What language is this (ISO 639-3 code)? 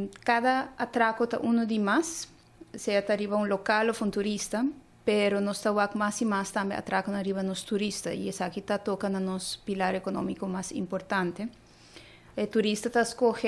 pap